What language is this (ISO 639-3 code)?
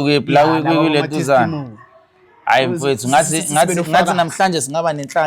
zul